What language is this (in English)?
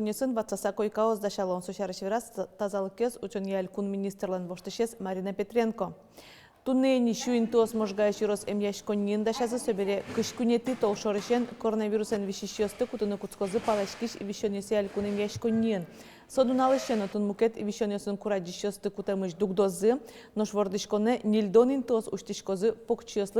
Udmurt